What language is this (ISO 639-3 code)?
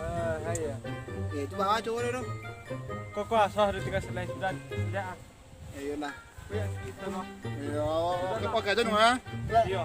min